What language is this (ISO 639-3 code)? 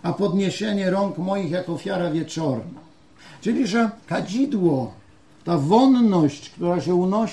pol